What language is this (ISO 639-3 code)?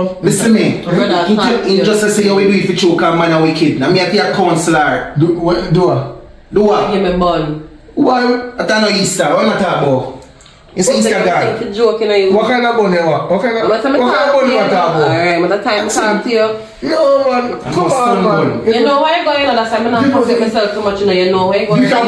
jam